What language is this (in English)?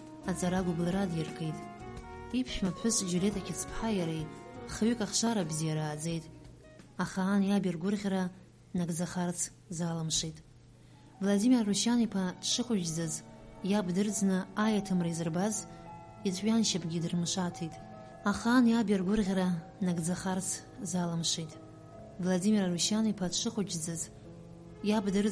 Abkhazian